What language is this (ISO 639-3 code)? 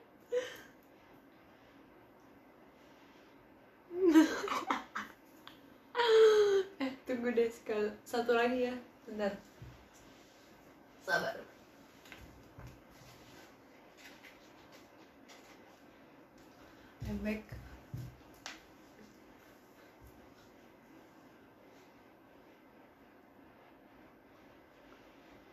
ind